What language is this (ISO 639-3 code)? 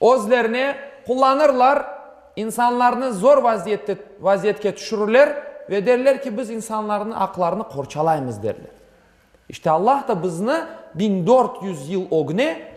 crh